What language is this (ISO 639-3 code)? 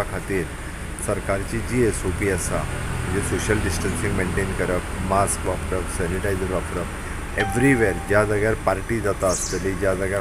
kok